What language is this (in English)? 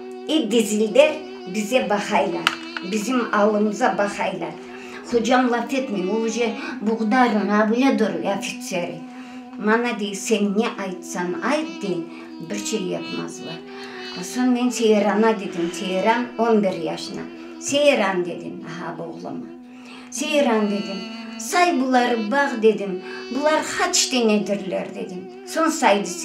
Crimean Tatar